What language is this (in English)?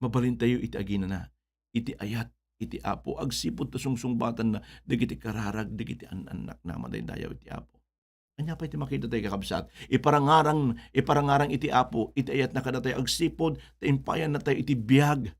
Iloko